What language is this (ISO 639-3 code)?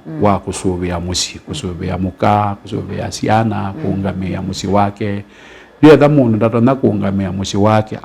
kam